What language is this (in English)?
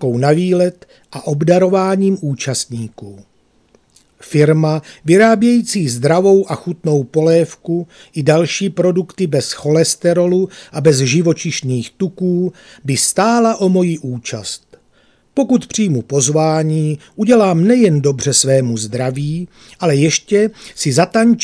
Czech